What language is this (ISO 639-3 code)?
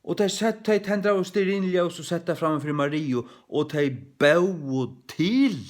fao